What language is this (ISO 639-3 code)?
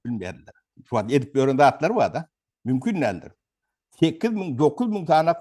tuk